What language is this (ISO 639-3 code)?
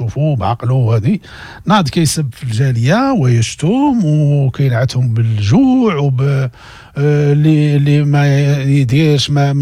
ary